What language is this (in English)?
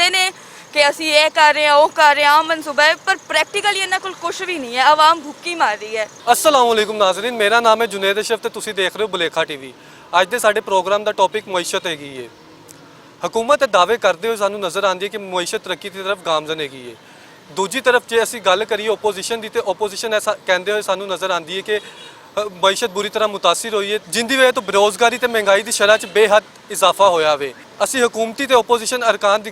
Western Panjabi